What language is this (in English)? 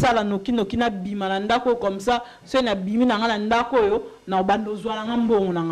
Lingala